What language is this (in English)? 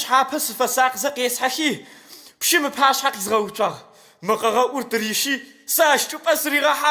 Adyghe